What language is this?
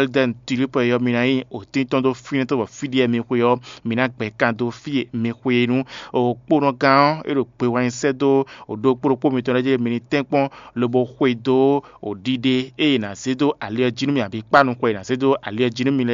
Fon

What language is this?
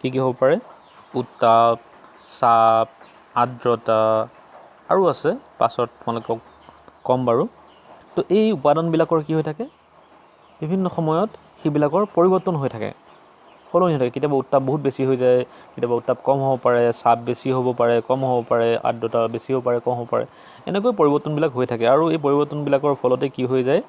Assamese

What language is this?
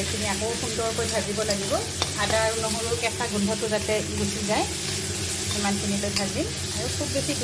Assamese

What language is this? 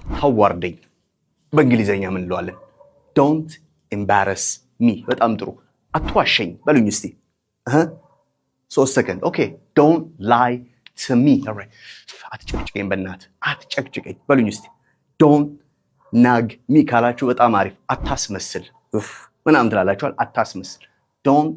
Amharic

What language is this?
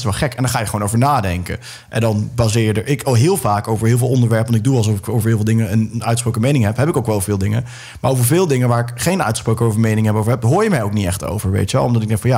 Dutch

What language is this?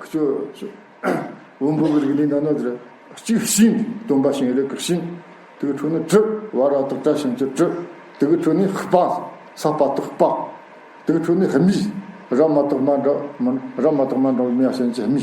Tibetan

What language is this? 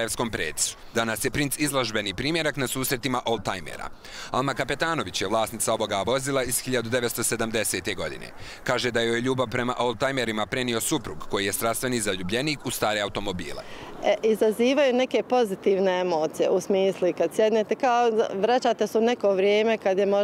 Bosnian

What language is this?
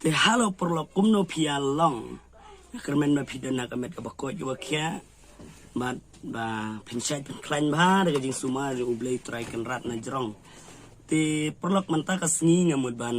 Khasi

